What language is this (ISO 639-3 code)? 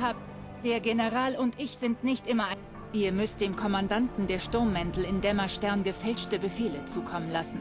bar